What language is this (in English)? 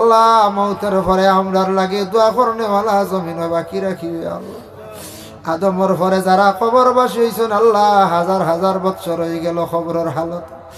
Sylheti